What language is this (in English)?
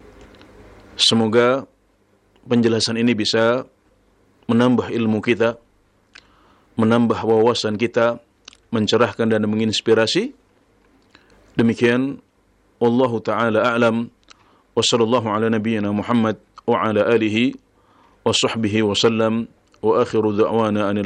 Indonesian